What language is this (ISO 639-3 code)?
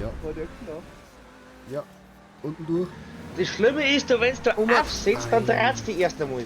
bar